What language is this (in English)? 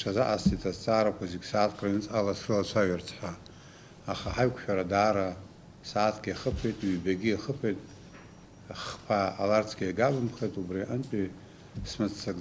Abkhazian